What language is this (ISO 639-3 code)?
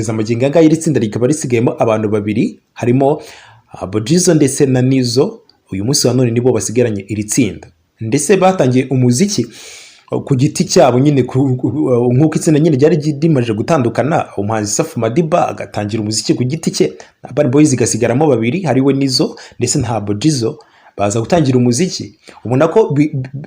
kin